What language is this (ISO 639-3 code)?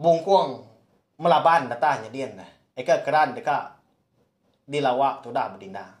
iba